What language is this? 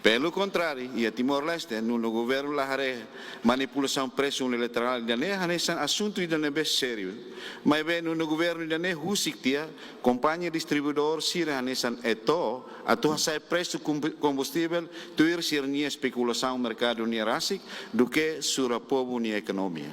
Tetum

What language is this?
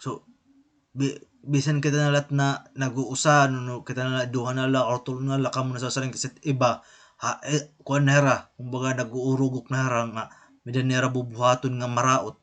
Waray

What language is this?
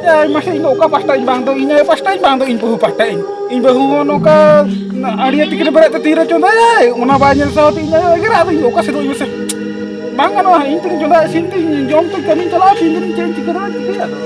Santali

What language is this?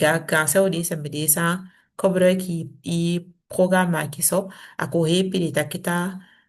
Saramaccan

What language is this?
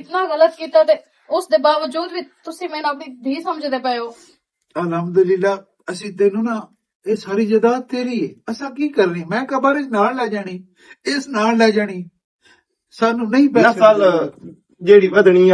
Western Panjabi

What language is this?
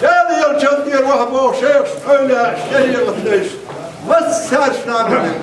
Chechen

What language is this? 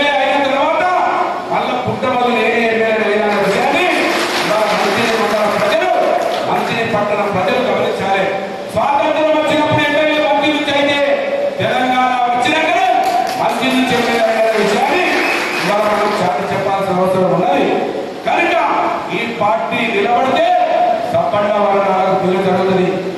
Telugu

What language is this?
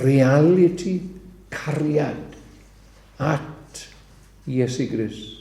Welsh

